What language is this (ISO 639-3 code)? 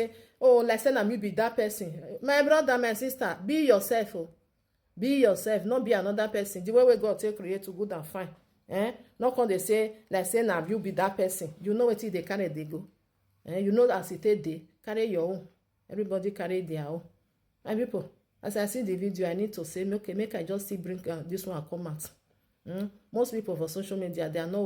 pcm